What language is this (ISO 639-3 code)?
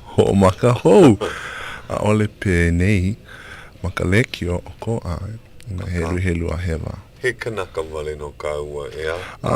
haw